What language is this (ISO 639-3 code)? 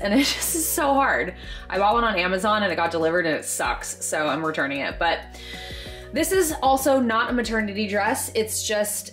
eng